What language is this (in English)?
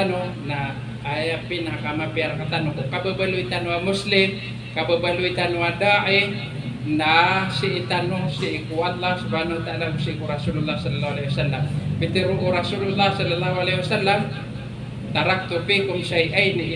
Maranao